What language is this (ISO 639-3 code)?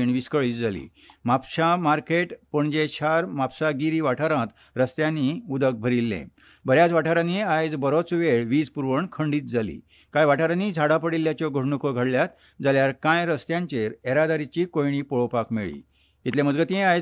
kok